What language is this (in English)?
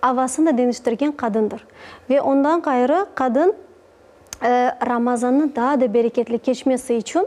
Crimean Tatar